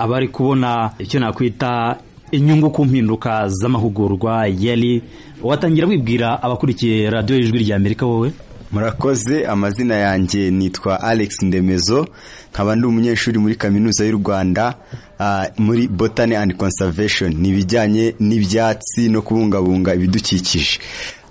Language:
Kinyarwanda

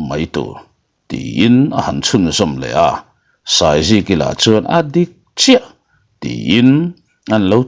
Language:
Mizo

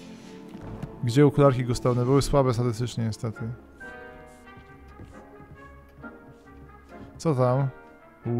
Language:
Polish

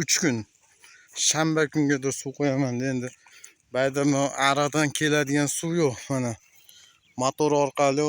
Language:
Uzbek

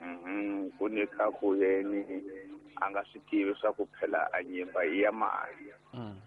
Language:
Tsonga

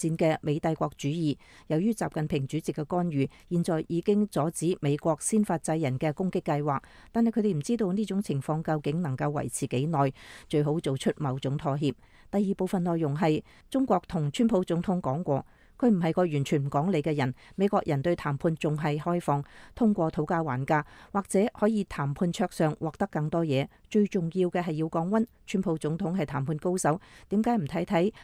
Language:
Cantonese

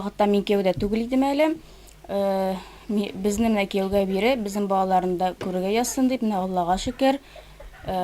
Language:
Tatar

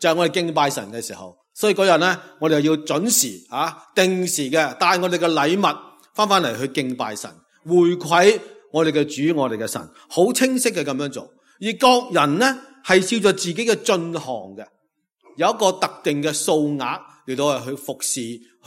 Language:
Cantonese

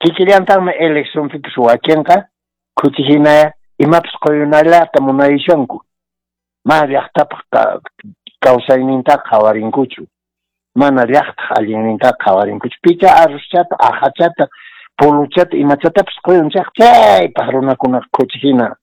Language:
Quechua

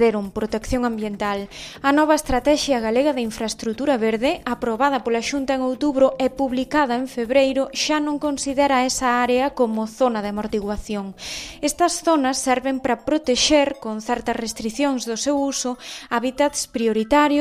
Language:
Galician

